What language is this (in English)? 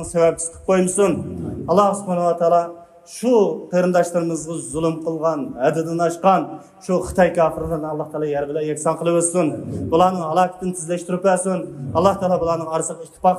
Uyghur